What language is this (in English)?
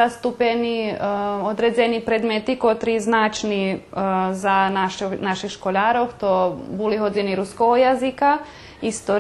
Rusyn